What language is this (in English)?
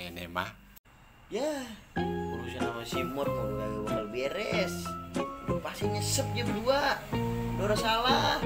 Betawi